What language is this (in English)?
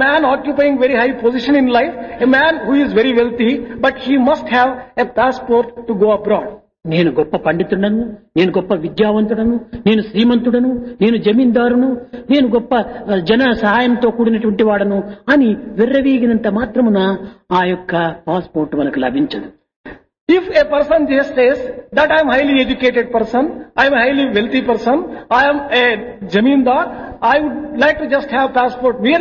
Telugu